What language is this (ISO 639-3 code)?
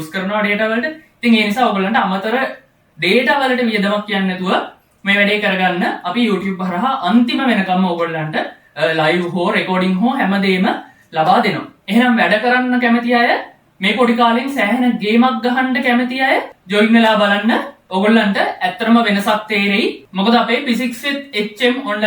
sin